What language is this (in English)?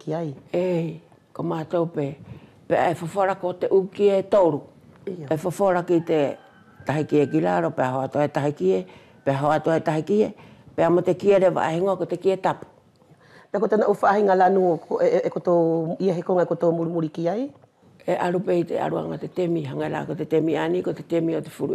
Wallisian